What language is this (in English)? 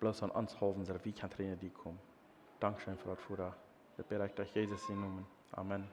Plautdietsch